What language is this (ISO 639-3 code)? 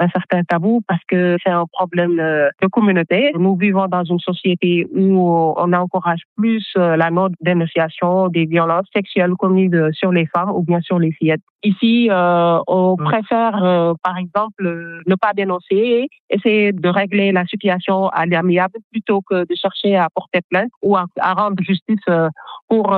fra